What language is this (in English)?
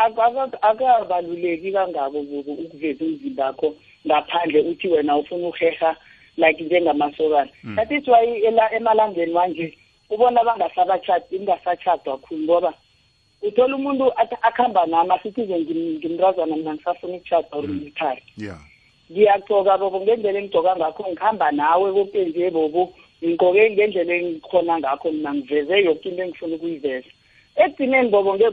South Ndebele